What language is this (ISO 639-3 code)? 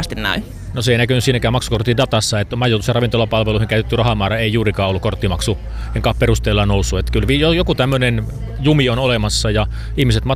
fin